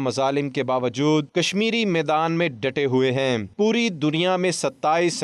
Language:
Urdu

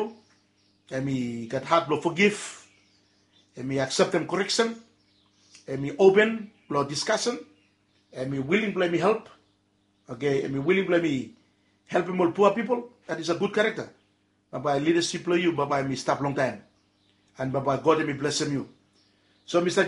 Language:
Bislama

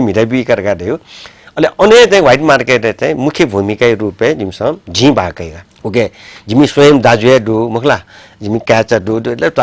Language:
Newari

